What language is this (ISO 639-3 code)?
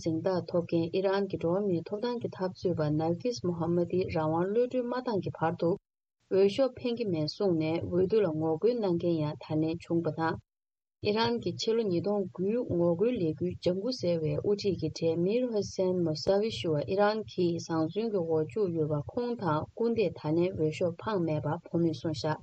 bod